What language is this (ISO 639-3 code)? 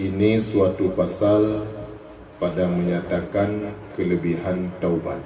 ace